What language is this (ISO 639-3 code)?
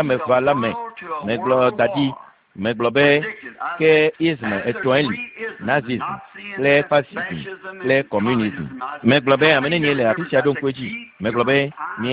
ewe